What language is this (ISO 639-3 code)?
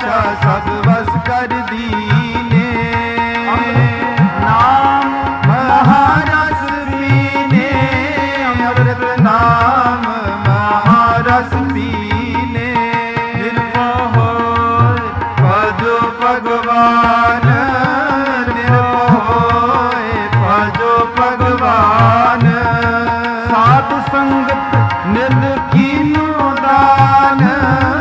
pan